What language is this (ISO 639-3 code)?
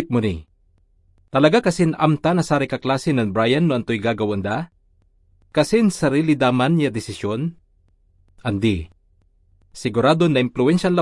pag